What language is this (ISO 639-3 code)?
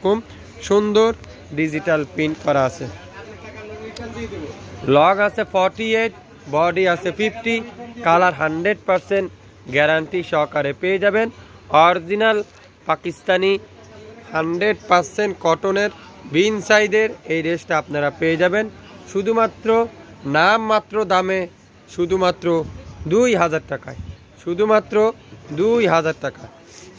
ben